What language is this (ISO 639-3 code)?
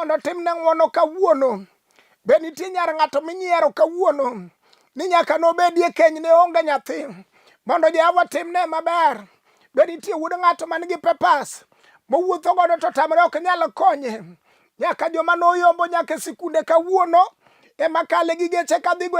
luo